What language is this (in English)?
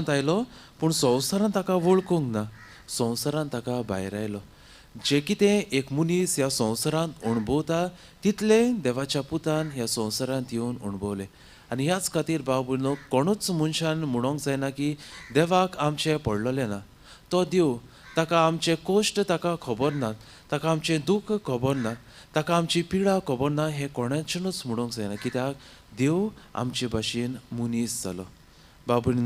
Konkani